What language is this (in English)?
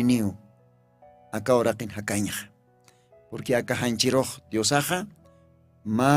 Aymara